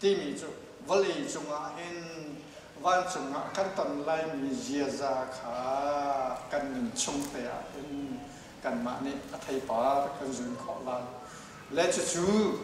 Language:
Hakha Chin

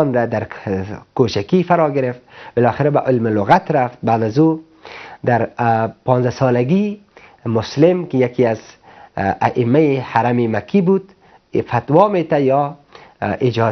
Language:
Persian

